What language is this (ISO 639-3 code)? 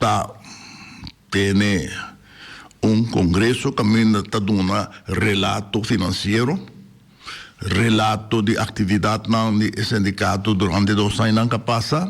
pap